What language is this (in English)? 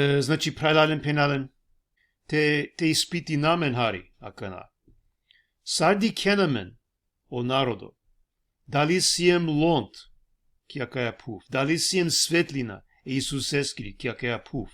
Balkan Romani